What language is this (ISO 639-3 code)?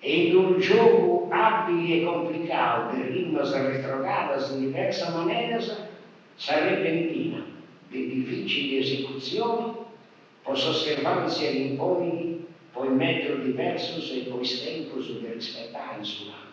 srd